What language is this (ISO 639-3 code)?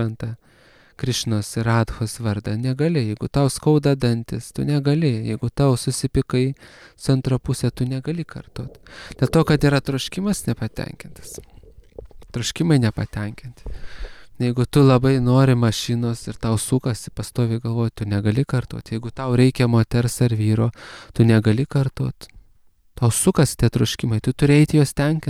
lit